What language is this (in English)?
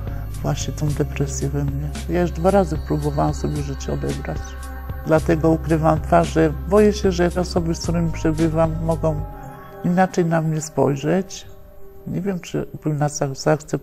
Polish